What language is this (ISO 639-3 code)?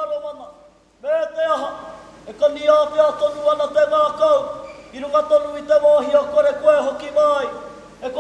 mri